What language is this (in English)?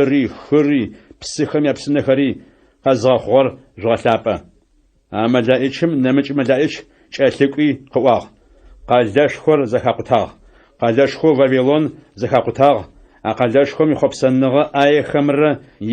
Adyghe